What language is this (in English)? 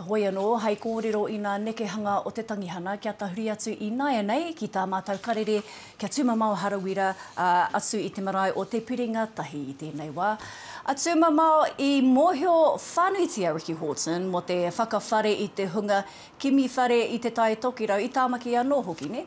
Māori